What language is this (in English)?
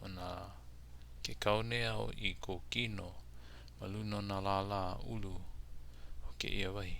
Hawaiian